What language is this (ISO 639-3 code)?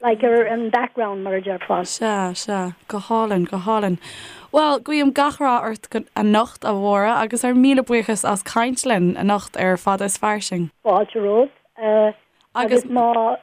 gle